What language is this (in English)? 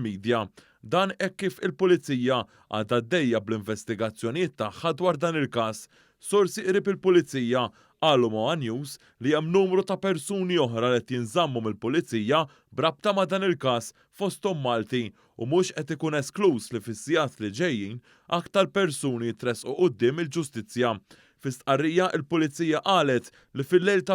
Maltese